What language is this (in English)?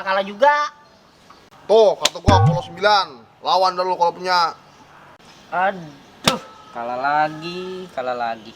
Betawi